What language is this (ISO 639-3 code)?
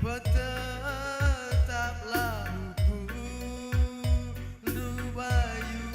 btx